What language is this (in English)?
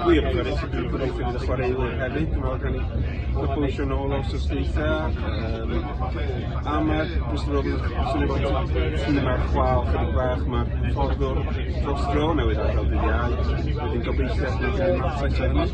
Welsh